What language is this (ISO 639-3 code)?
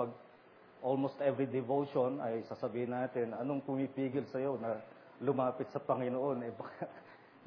fil